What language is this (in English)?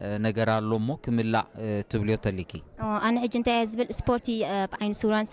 Tigrinya